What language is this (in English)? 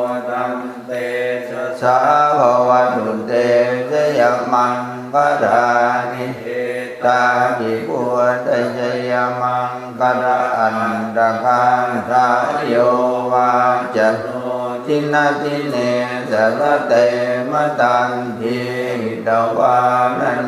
Pali